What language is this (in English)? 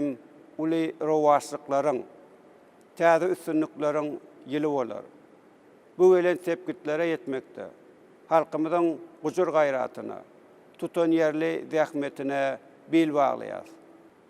Turkmen